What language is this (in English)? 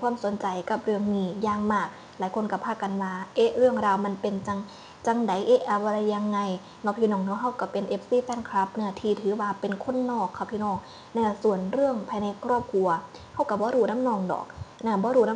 Northeastern Thai